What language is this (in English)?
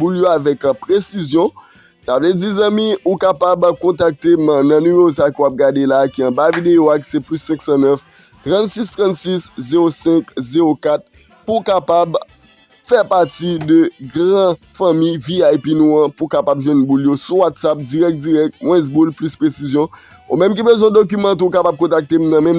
Haitian Creole